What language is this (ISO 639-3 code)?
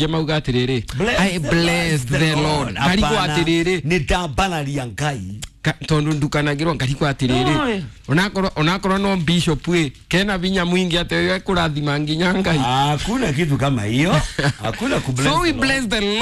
kik